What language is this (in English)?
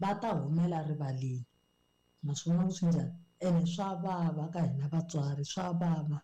Tsonga